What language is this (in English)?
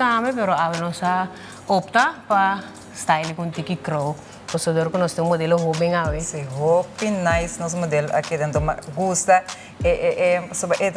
Papiamento